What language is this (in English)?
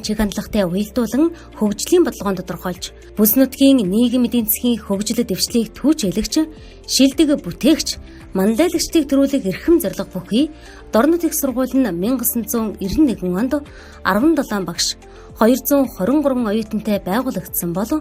Mongolian